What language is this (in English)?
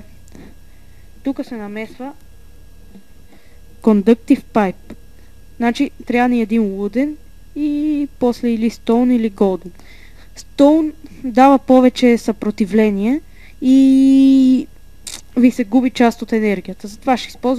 Bulgarian